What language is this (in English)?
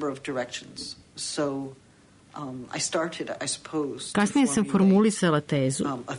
Serbian